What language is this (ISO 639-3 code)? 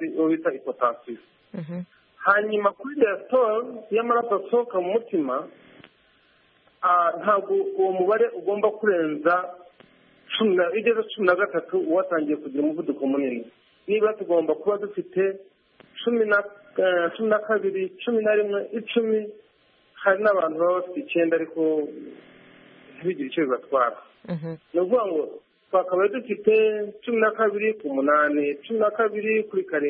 kin